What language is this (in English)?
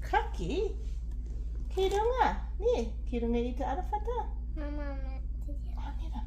Māori